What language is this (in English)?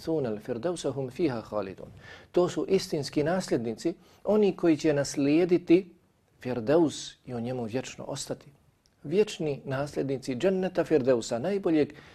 Bosnian